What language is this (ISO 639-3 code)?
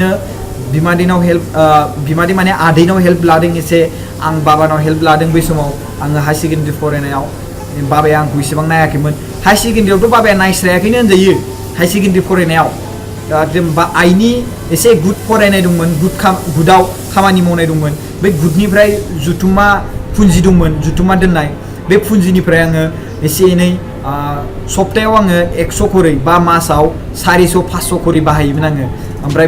brx